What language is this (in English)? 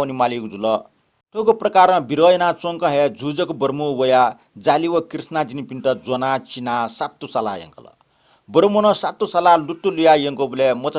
Newari